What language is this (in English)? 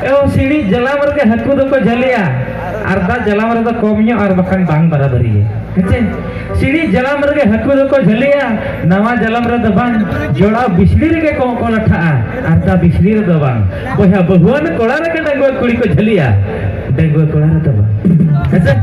Santali